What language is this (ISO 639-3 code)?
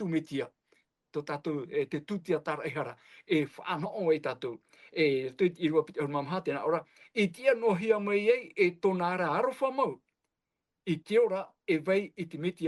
tah